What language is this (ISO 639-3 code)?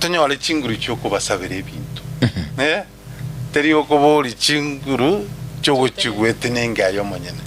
guz